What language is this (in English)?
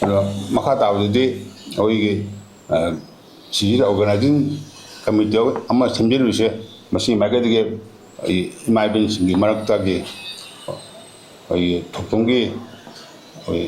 Manipuri